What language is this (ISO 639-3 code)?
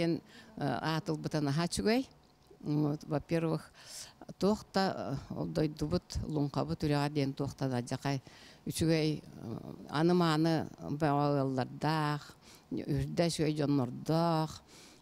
sah